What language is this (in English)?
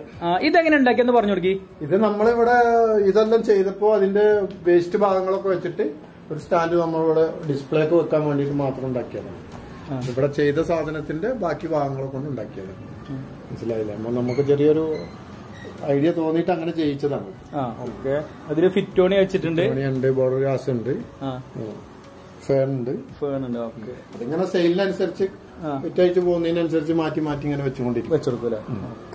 Malayalam